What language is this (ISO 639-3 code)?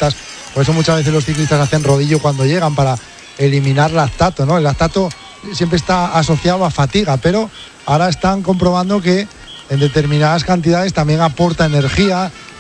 spa